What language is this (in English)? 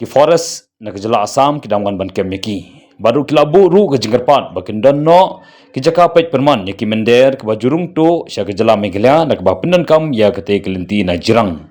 Khasi